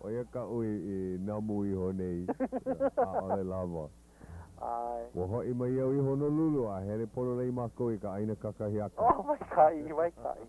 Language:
Hawaiian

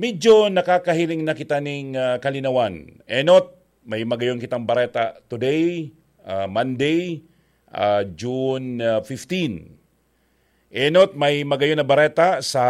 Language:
Bikol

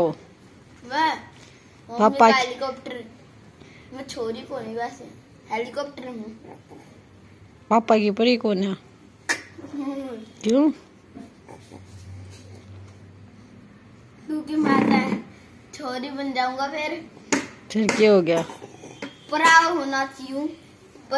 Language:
Hindi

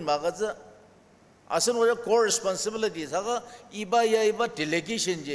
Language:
Ao Naga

